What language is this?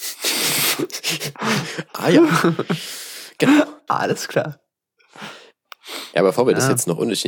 German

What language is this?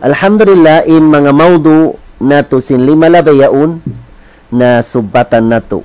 Tausug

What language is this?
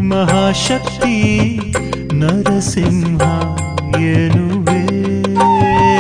Kannada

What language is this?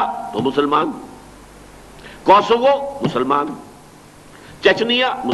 Urdu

